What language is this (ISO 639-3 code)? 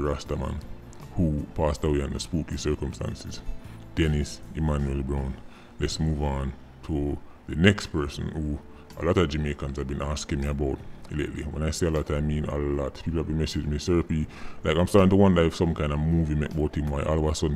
jam